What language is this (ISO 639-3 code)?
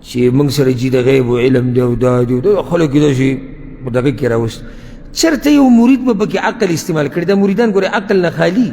pus